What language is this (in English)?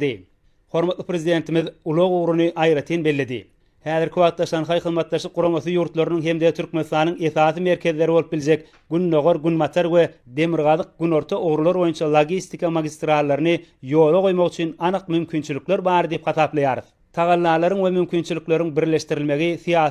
Turkmen